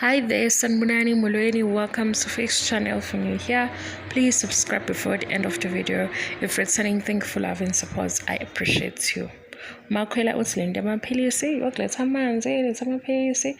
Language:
Zulu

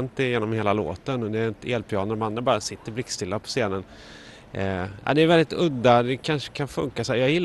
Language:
Swedish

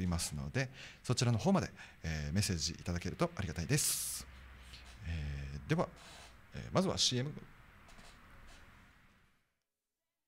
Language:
Japanese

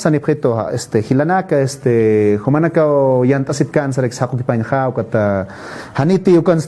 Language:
Aymara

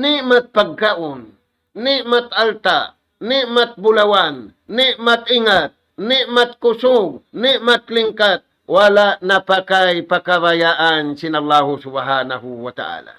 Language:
Tausug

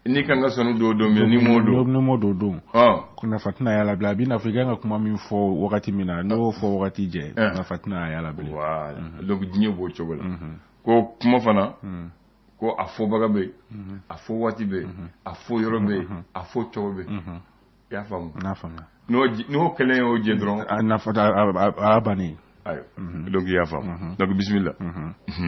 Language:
Bambara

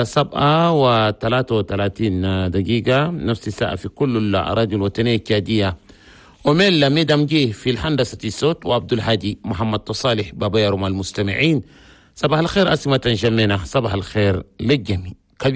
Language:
Chadian Arabic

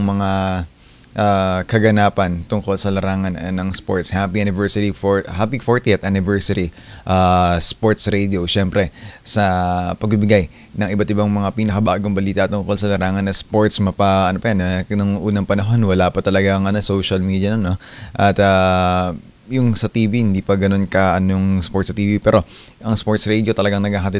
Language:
Filipino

